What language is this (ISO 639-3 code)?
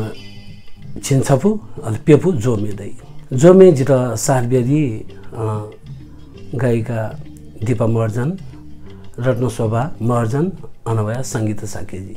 new